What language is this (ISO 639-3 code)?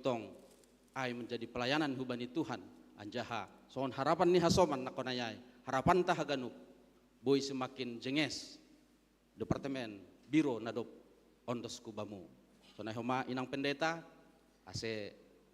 bts